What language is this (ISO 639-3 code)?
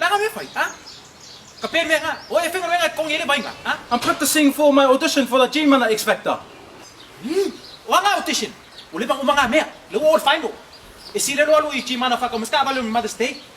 smo